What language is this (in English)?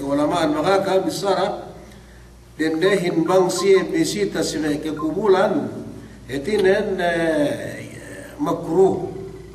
Yakan